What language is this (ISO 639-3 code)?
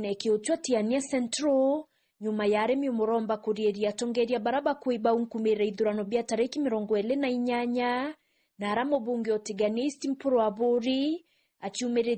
mer